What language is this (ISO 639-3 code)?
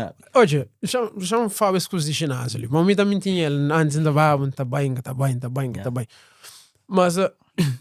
kea